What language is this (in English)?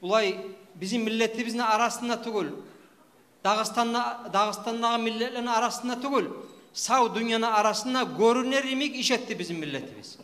Kumyk